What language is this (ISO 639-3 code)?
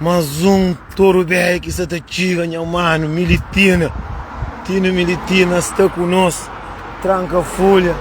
kea